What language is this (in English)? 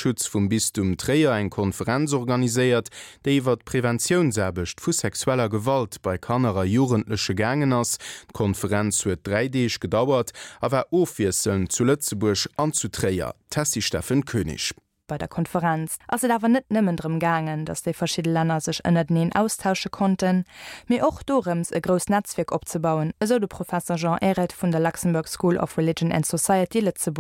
Luxembourgish